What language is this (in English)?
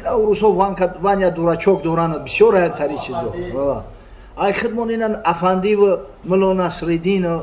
Tajik